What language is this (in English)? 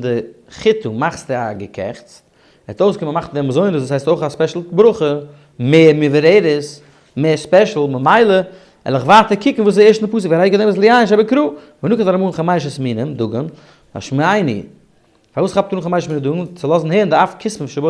Yiddish